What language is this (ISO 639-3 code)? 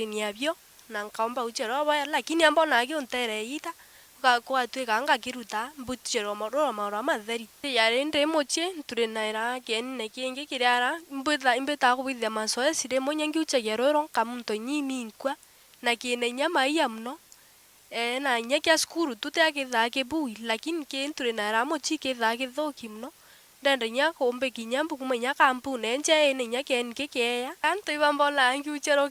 mer